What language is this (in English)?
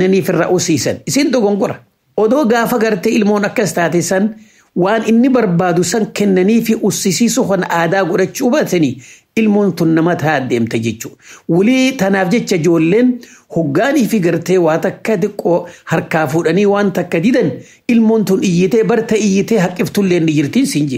Oromo